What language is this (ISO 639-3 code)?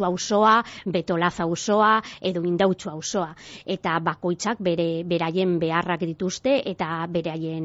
eus